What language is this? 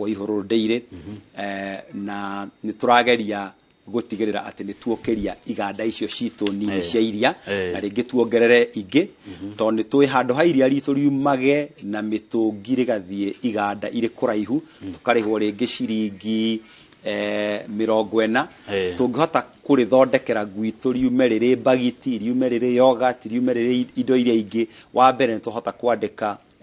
Kikuyu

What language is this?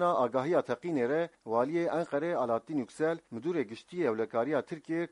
Kurdish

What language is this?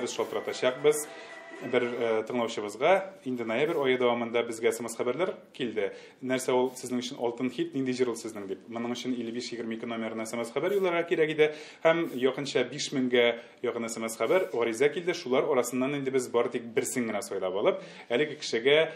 Tatar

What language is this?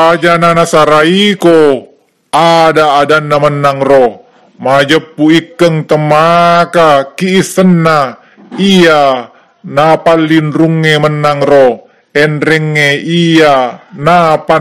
Buginese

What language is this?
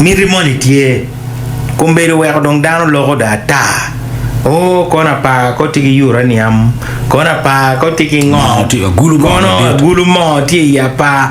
Acoli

